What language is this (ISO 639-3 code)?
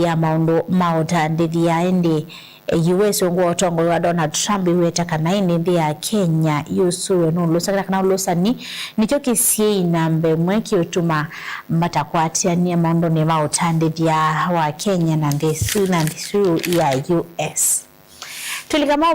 kam